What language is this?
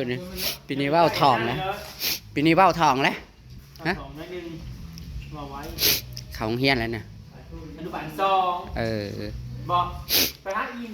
Northeastern Thai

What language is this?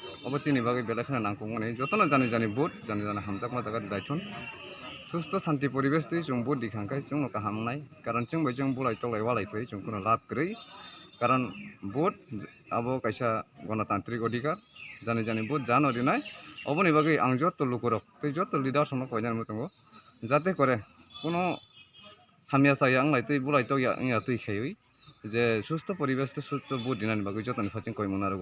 Kok Borok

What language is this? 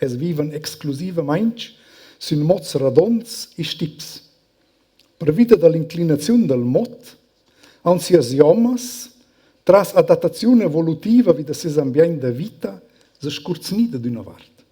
Romansh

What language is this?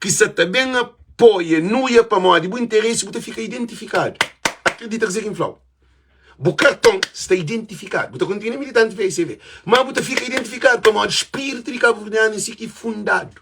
Kabuverdianu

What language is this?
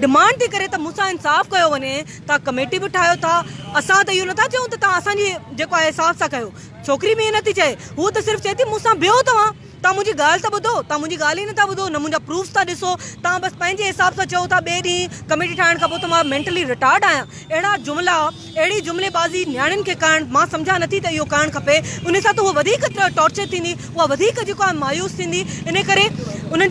Sindhi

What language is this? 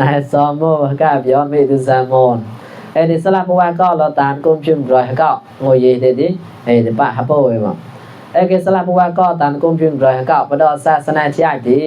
Mon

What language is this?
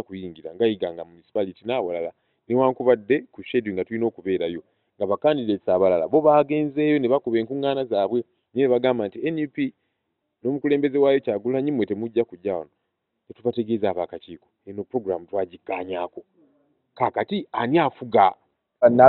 Ganda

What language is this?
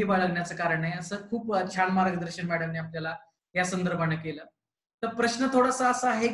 Marathi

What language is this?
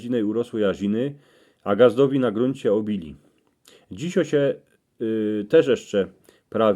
Silesian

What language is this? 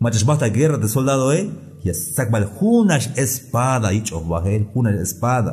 Tzeltal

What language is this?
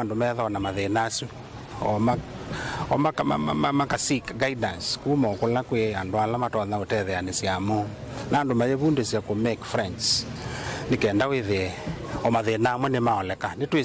Kamba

